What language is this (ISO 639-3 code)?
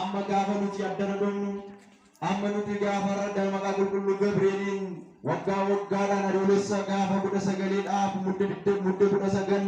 orm